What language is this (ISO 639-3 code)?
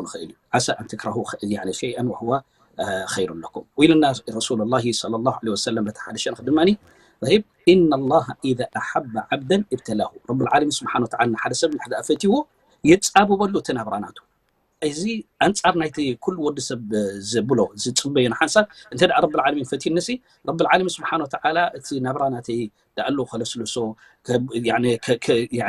tir